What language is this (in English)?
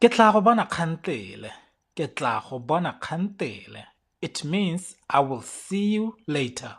Tswana